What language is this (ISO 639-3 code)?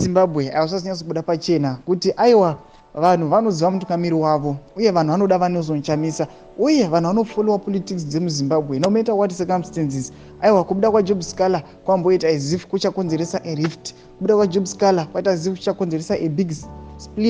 sna